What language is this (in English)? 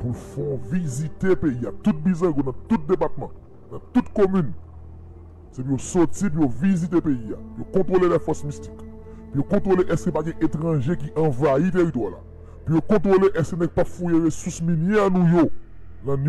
Haitian Creole